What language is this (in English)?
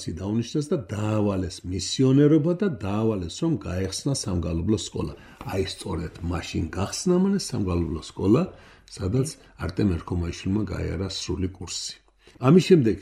Georgian